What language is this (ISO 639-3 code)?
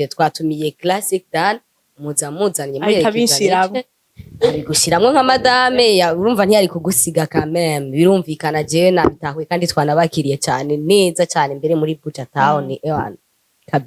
run